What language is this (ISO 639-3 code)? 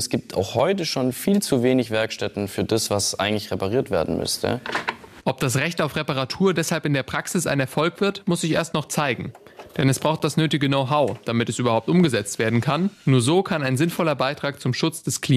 deu